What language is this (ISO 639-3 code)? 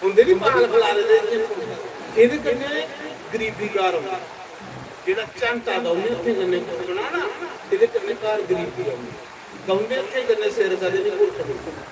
doi